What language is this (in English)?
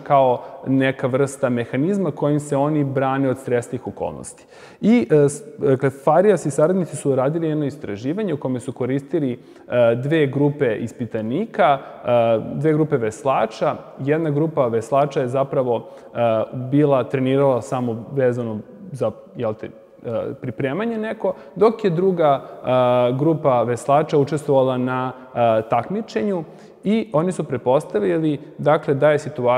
Serbian